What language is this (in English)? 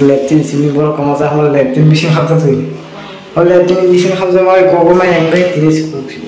Kok Borok